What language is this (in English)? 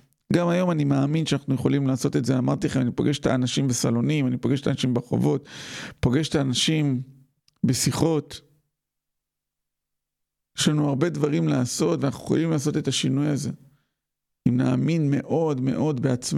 Hebrew